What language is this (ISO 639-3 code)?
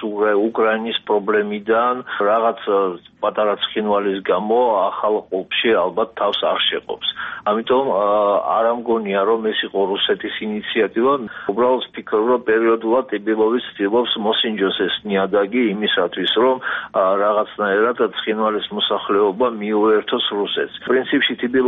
kat